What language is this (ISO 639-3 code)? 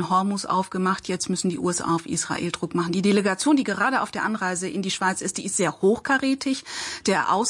deu